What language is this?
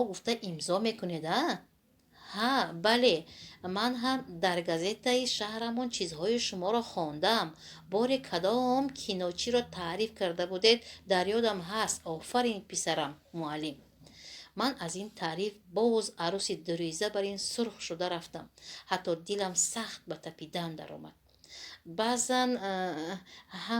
Tajik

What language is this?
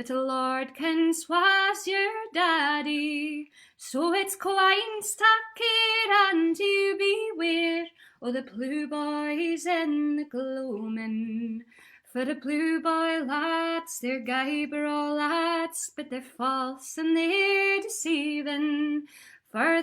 Scots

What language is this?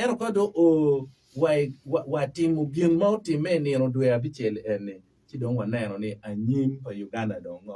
Acoli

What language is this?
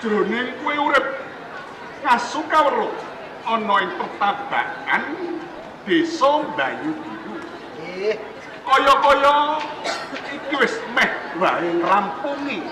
Javanese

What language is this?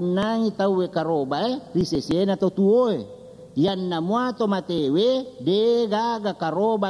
Buginese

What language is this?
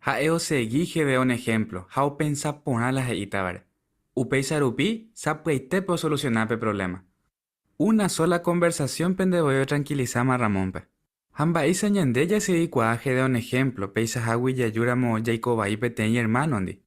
Guarani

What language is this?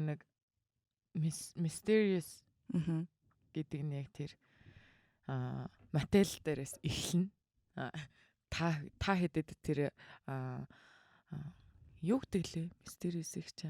Mongolian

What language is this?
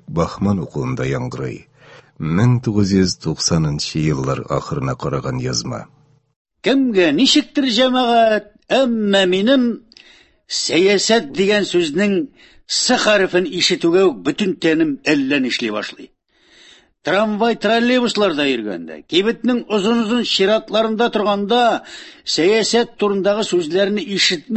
Tatar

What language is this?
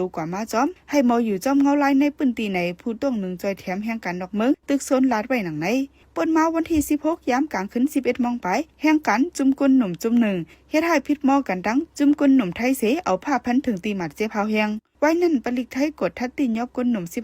Shan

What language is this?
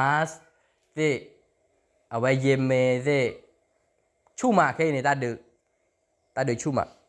S'gaw Karen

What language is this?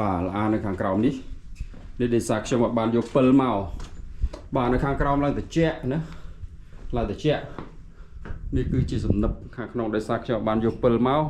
Khmer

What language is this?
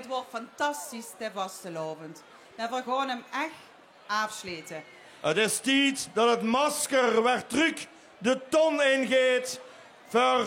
Limburgish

